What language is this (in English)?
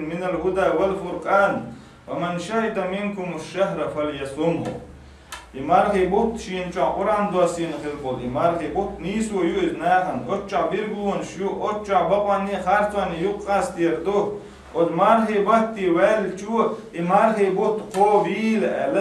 Chechen